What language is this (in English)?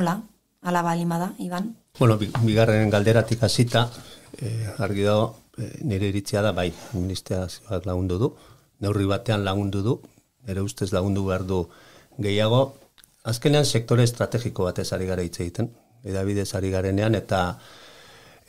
Basque